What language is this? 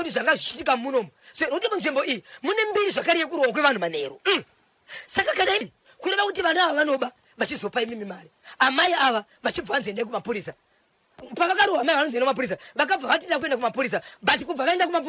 Shona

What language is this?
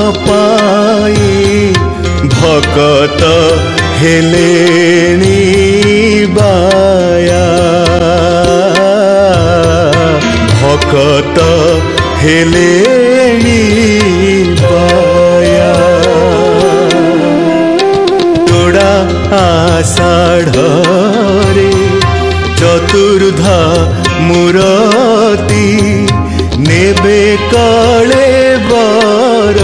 Odia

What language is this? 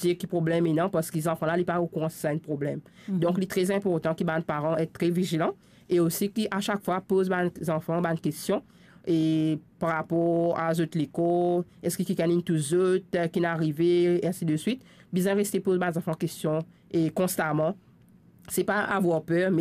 Morisyen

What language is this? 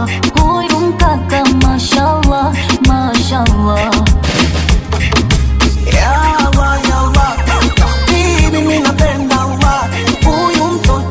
Swahili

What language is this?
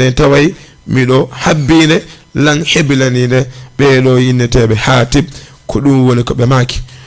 Fula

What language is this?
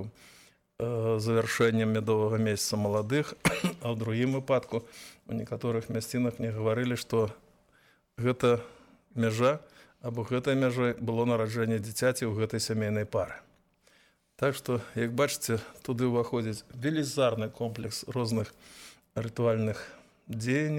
Belarusian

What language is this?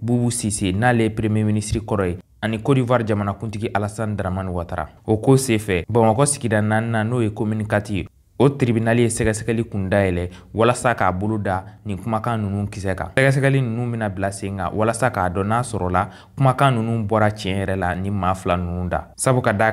Bambara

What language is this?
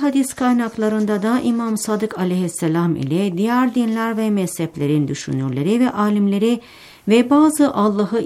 Turkish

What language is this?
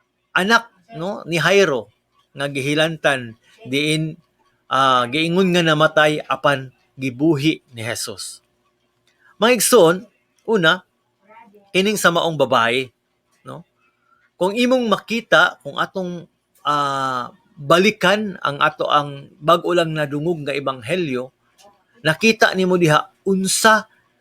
Cebuano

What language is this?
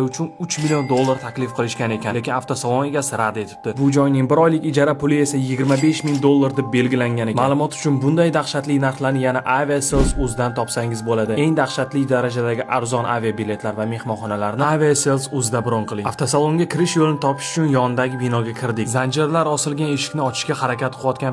Uzbek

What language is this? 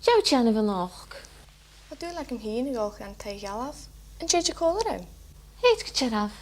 Scottish Gaelic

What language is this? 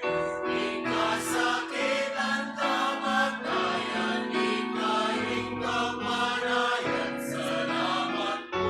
Pampanga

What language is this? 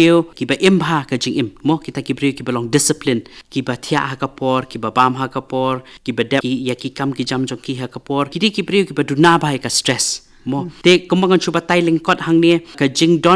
Khasi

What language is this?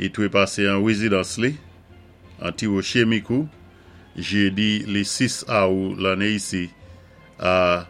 Saint Lucian Creole French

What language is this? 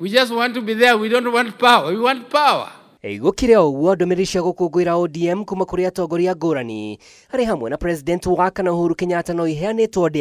Kikuyu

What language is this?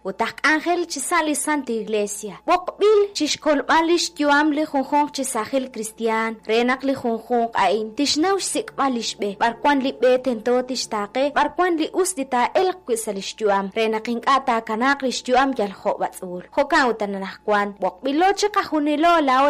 Kekchí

